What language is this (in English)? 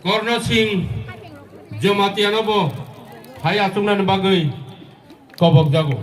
Kok Borok